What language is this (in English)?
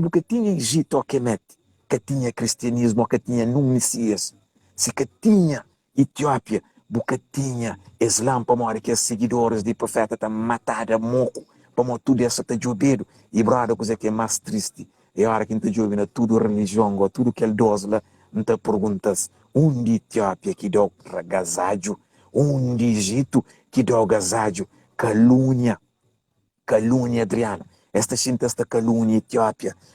Kabuverdianu